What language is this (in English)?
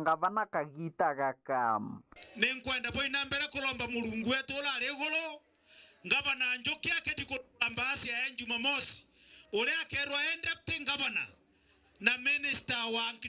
Meru